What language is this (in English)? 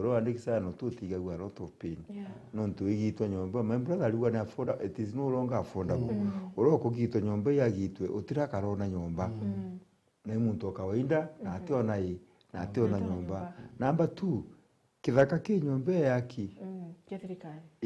Meru